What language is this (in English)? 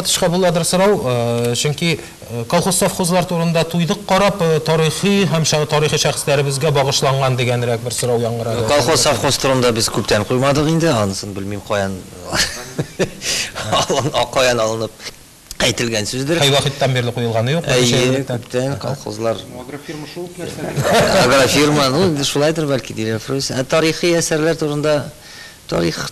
Tatar